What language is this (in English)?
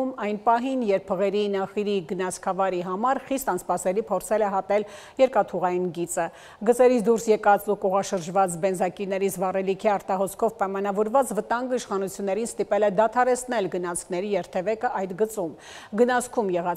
Armenian